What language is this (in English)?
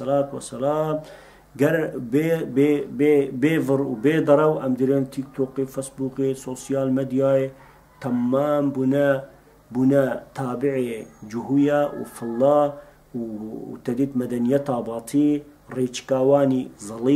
Kurdish